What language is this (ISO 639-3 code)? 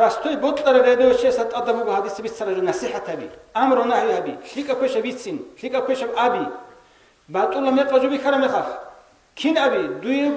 ava